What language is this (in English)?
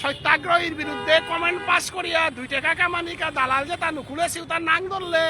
Bishnupriya